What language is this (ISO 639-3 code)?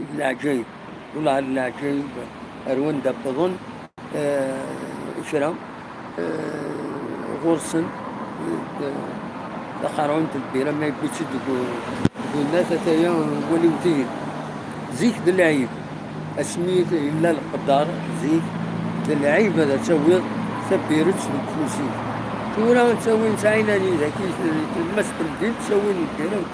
kab